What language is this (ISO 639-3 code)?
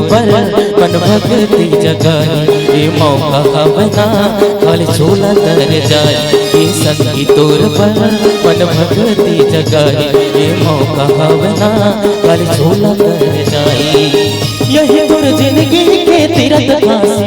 hne